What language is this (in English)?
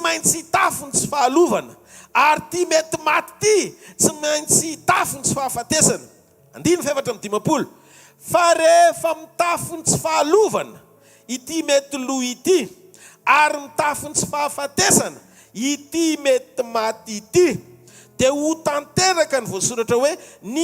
Malagasy